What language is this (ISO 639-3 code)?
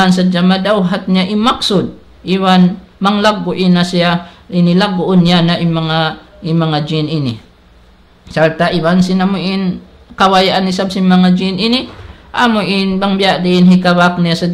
tsg